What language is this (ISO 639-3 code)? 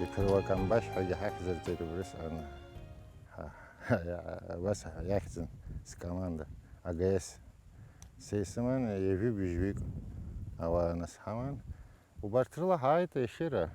abk